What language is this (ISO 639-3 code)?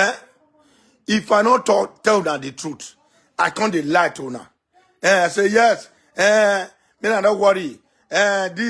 pcm